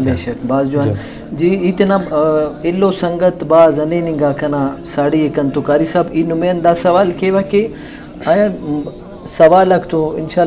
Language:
Brahui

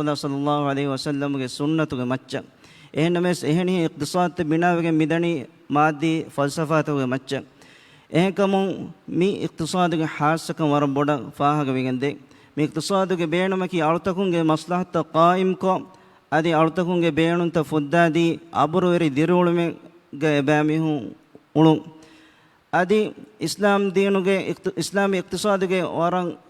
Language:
Divehi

